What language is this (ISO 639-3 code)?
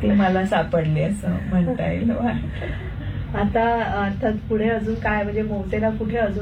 mar